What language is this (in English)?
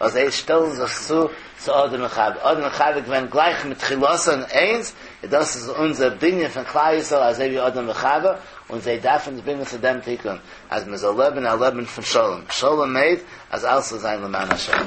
Yiddish